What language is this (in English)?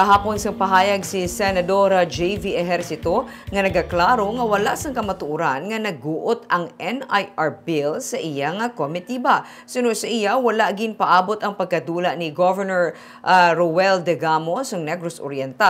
Hiligaynon